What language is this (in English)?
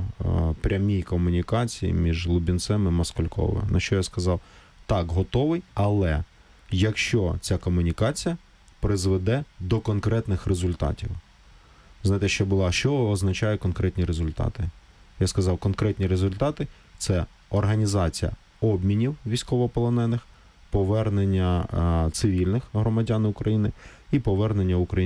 Ukrainian